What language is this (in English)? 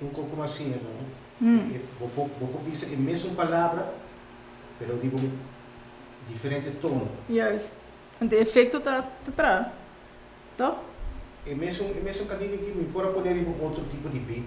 Papiamento